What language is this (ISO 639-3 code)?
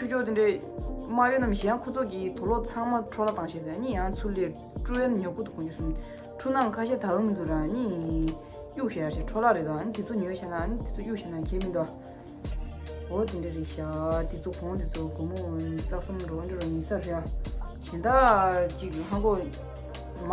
bod